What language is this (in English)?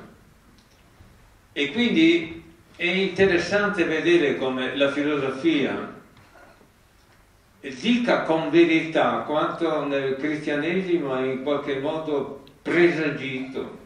Italian